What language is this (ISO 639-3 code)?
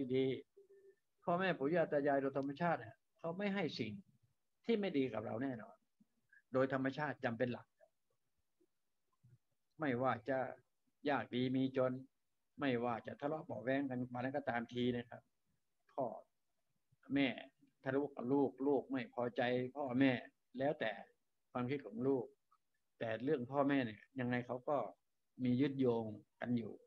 tha